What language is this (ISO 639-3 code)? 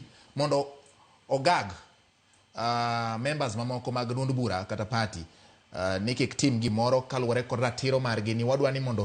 luo